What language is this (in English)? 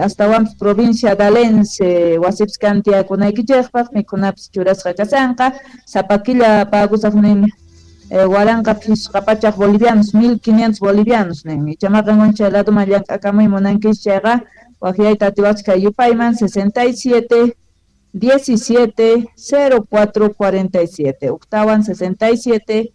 Quechua